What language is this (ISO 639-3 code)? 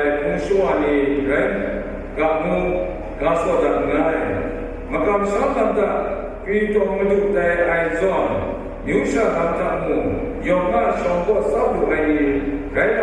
kac